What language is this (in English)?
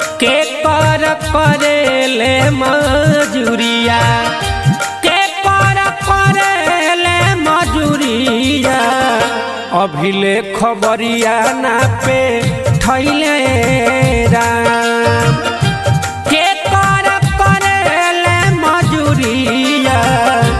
Bhojpuri